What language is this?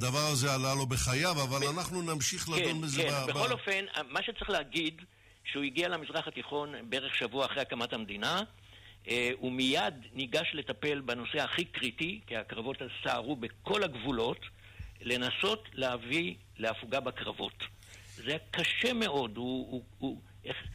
Hebrew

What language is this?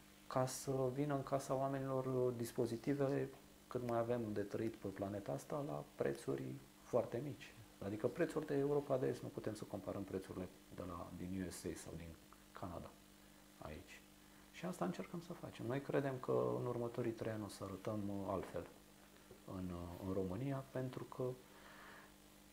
Romanian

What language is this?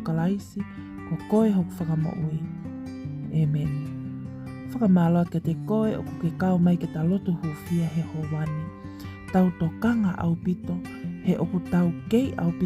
Tongan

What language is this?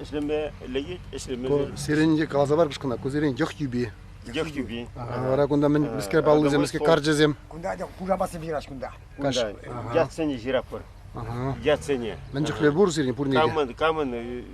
Chuvash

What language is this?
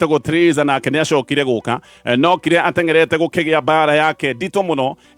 Kikuyu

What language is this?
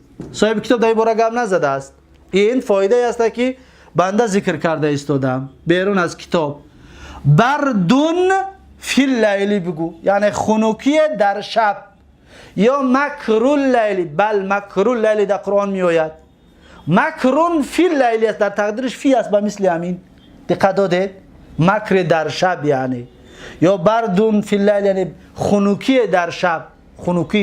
Tajik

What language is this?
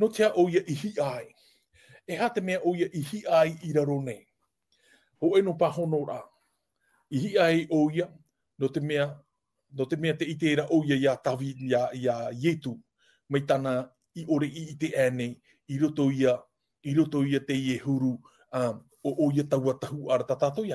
Tahitian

